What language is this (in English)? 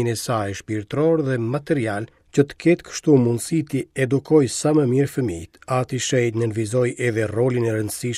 Albanian